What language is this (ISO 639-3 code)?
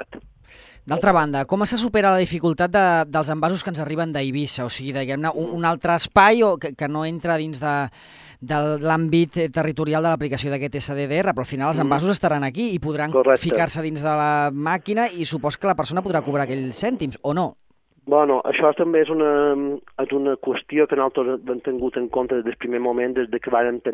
cat